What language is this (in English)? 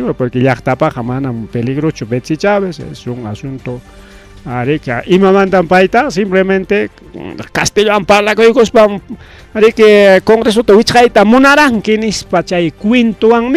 Ayacucho Quechua